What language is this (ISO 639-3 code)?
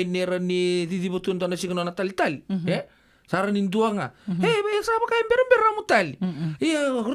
fij